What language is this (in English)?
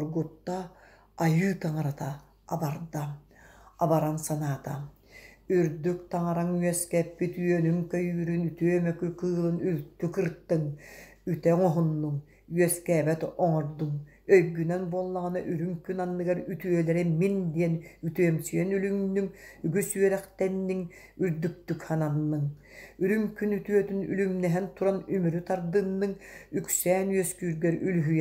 Yakut